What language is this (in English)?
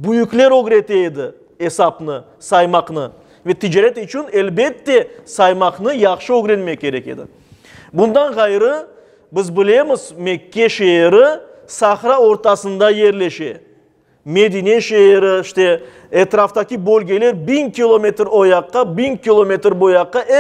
Crimean Tatar